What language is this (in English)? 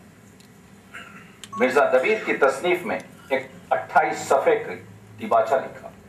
Urdu